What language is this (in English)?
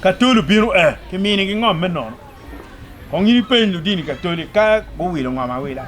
Acoli